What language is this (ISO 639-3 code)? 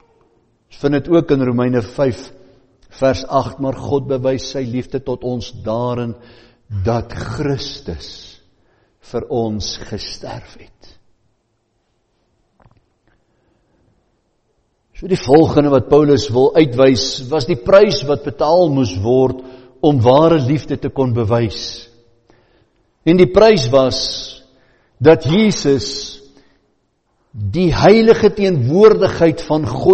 afr